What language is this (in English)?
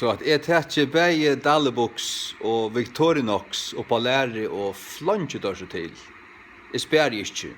Faroese